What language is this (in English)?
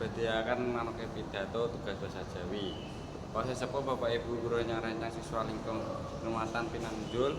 Javanese